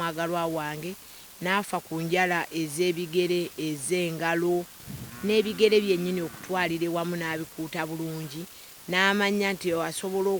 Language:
Ganda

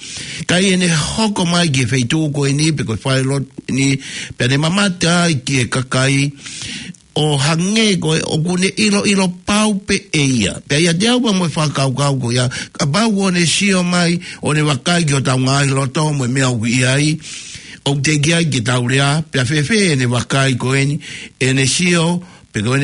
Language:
Tongan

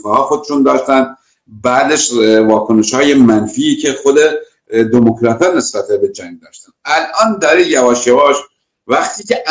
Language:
Persian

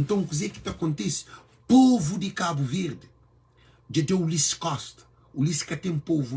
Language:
Kabuverdianu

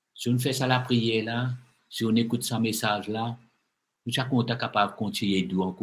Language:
Morisyen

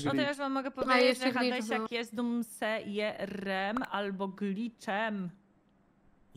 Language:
Polish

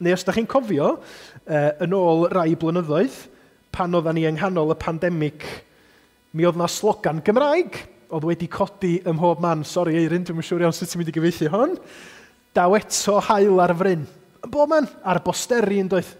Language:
Welsh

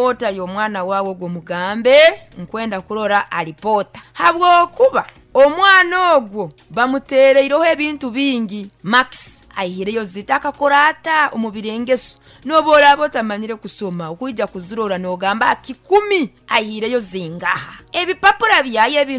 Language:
Nyoro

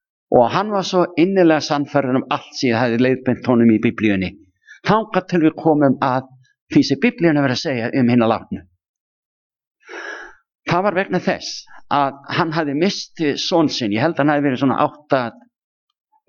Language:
Icelandic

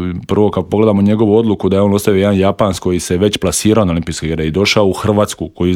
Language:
Croatian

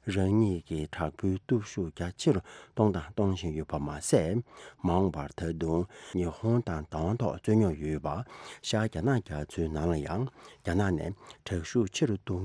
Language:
Tibetan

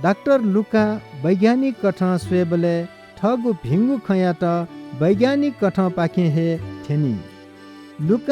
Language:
Newari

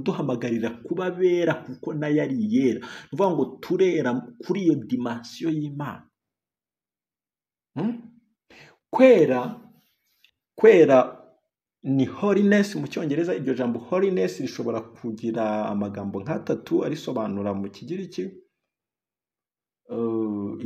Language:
Kinyarwanda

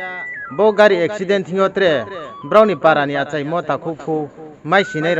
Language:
Riang (India)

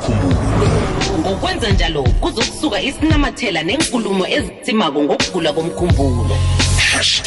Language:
South Ndebele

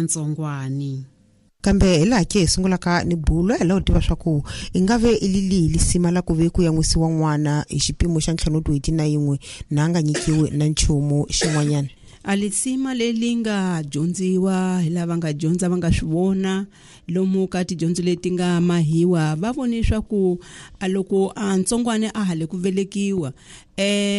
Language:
Tsonga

